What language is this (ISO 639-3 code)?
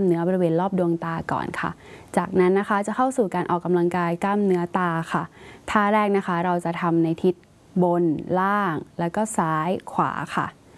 tha